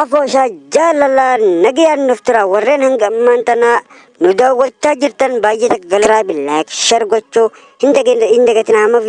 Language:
Oromo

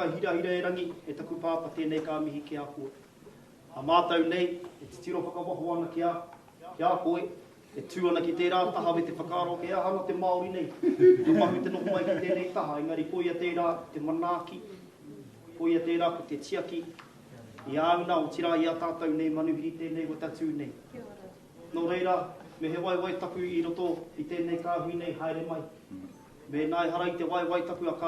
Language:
Māori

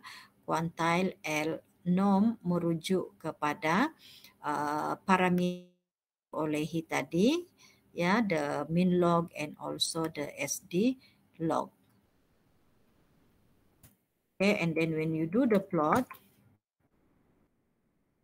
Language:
Malay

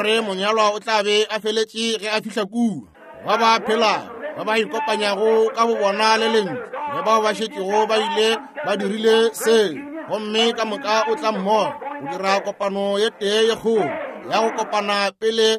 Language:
Northern Sotho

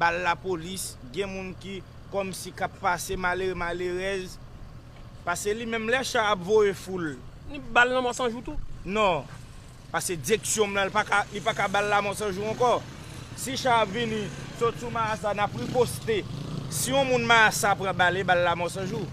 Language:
Haitian Creole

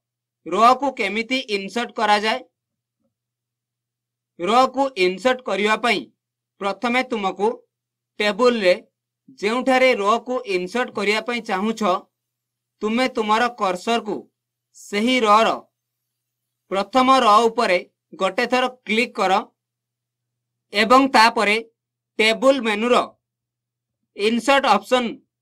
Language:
Odia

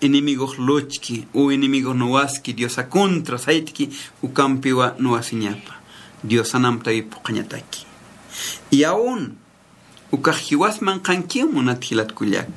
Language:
Aymara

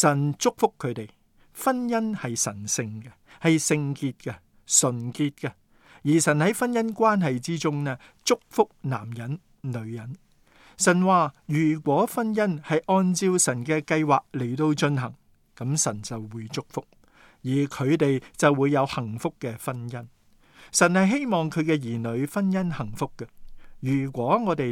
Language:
Cantonese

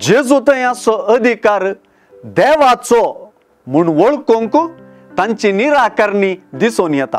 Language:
Konkani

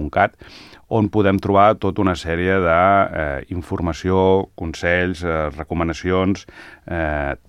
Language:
Catalan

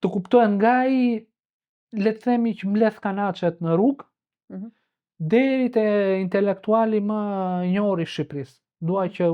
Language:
Albanian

